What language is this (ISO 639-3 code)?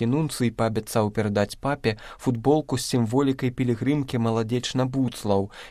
bel